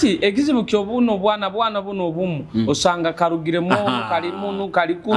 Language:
Nyoro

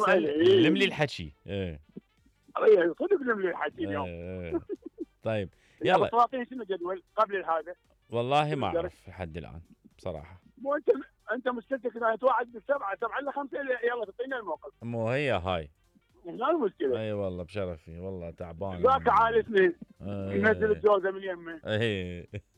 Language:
Mesopotamian Arabic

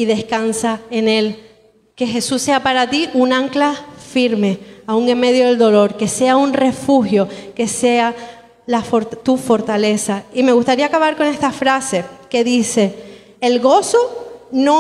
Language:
Spanish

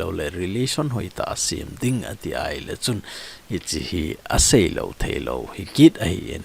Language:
Thado Chin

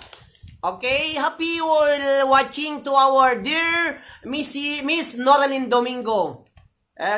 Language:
Iloko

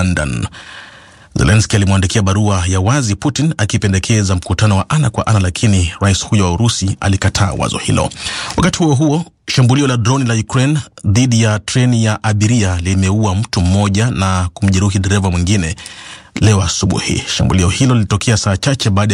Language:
Swahili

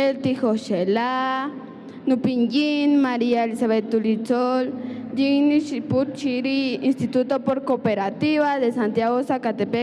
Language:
Kaqchikel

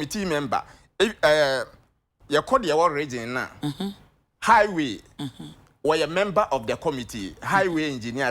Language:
Akan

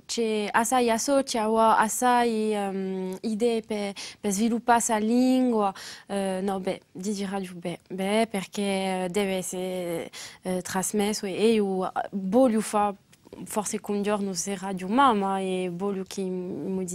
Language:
Corsican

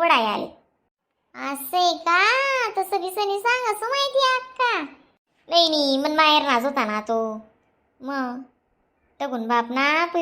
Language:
Khandesi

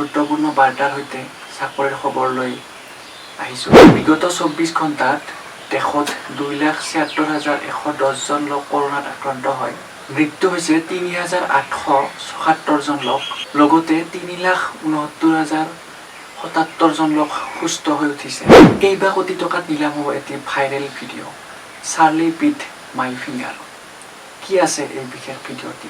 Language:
Assamese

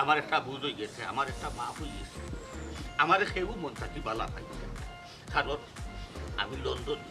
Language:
Sylheti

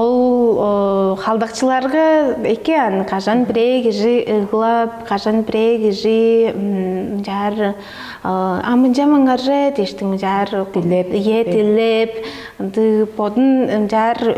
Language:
Tuvinian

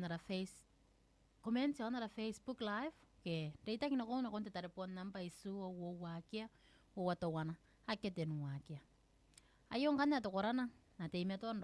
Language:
Gilbertese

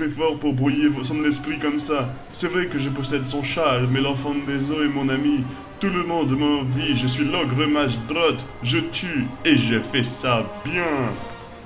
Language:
French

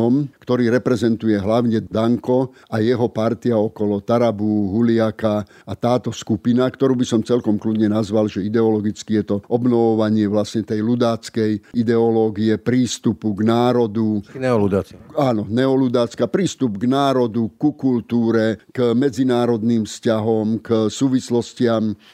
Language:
Slovak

